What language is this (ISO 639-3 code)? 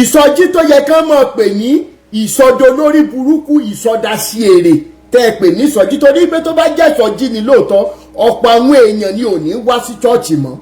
yor